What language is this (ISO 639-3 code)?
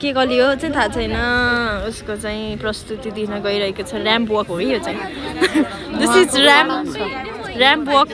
nep